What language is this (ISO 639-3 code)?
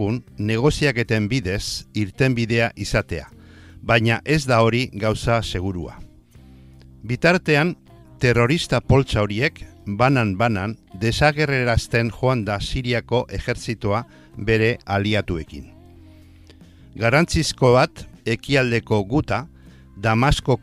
eus